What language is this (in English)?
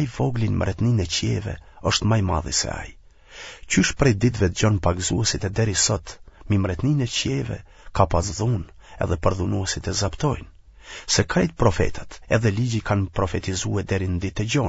Albanian